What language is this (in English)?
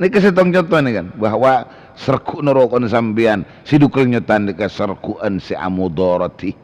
Madurese